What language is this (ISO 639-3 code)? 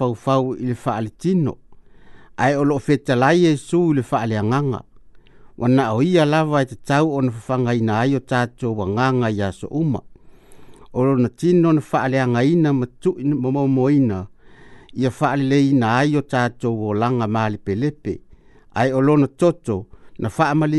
smo